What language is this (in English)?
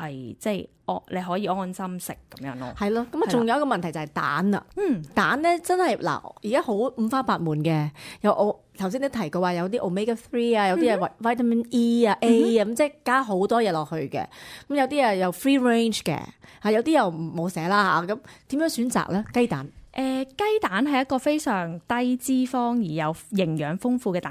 Cantonese